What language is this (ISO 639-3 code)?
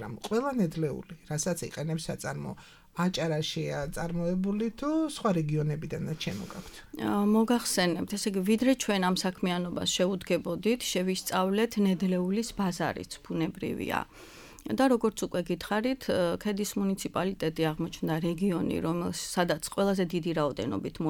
kat